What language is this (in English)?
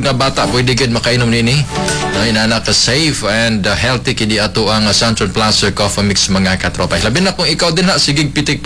Cebuano